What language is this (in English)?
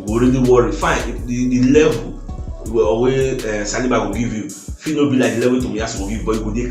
Nigerian Pidgin